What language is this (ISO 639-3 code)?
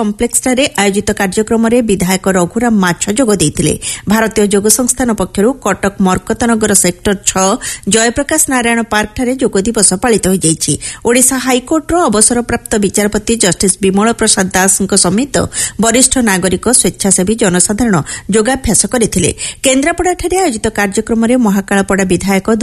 ori